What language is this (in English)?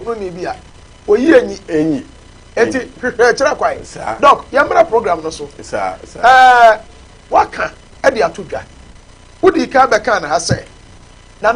Akan